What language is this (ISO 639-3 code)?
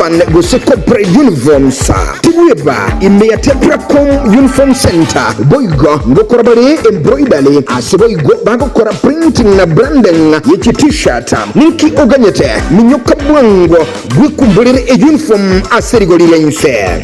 guz